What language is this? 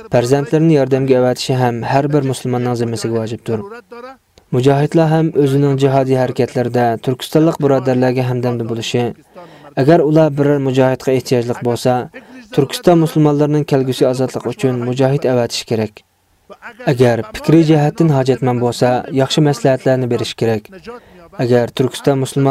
Uyghur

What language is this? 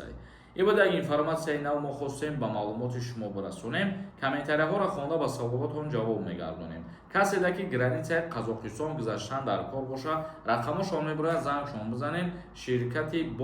Tajik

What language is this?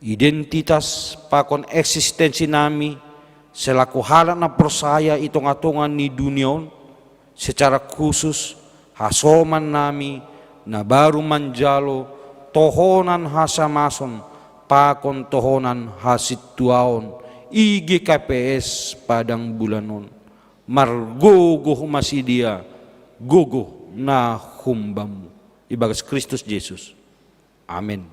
Batak Simalungun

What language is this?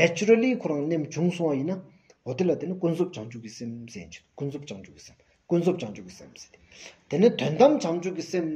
Stod Bhoti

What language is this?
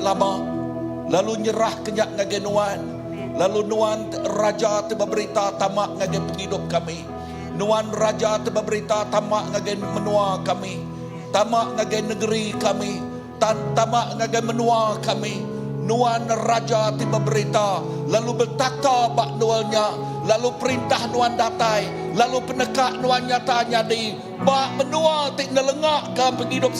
Iban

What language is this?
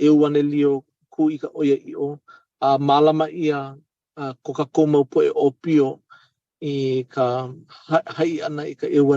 Hawaiian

